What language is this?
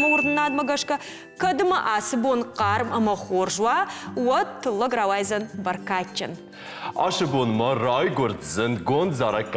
Ossetic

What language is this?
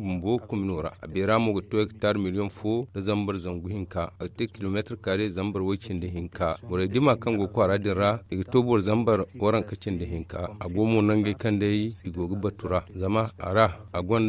Zarma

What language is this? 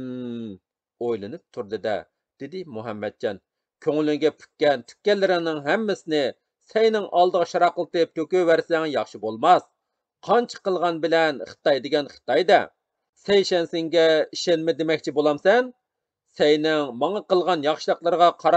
Uyghur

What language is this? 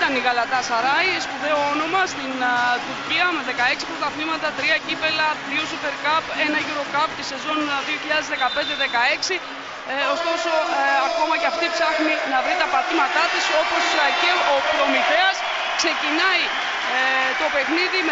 Greek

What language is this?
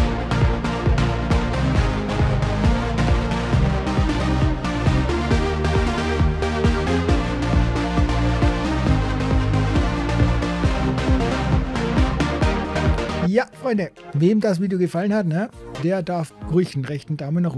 German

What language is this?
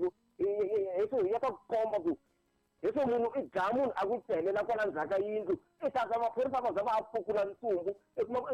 Tsonga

